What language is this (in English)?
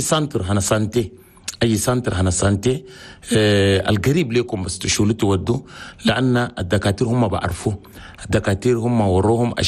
Chadian Arabic